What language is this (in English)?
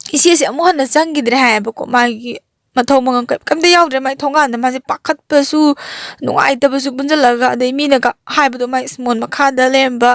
Manipuri